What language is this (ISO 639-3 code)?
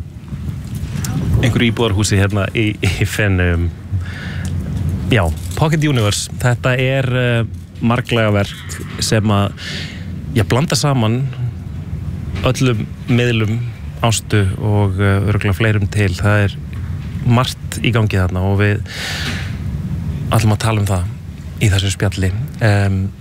isl